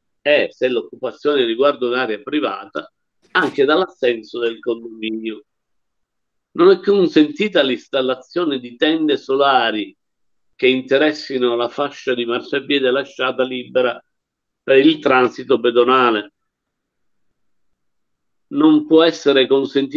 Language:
Italian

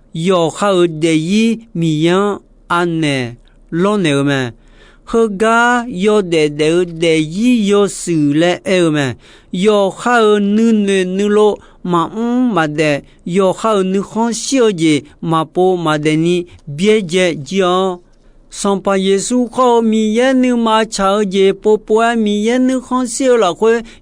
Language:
Akha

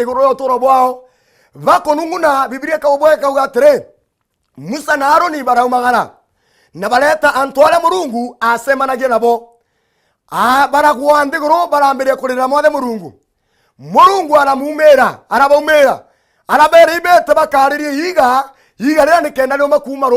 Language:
Meru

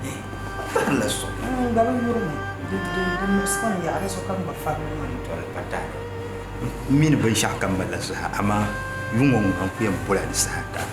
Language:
Dagbani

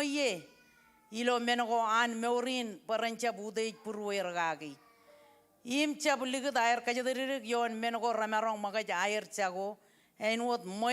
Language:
Marshallese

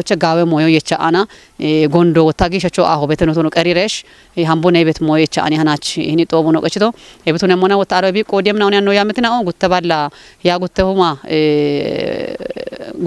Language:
Kafa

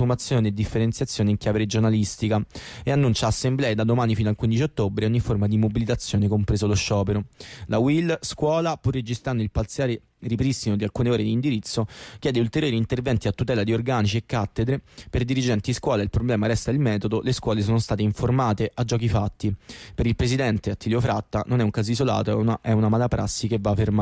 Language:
Italian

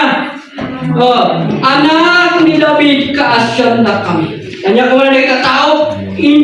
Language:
Iloko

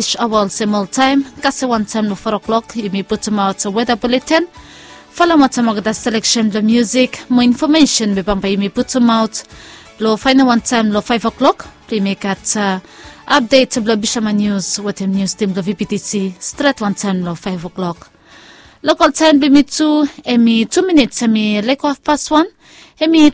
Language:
Bislama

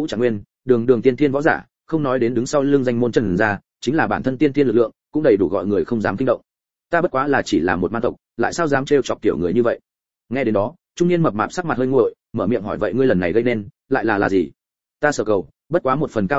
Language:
Vietnamese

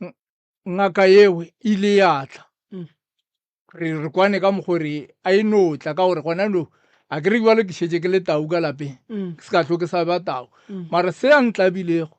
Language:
Northern Sotho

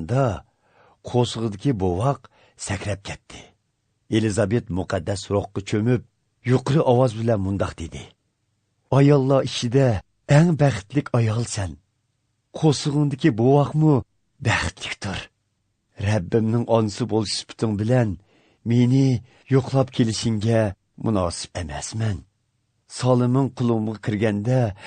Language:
Uyghur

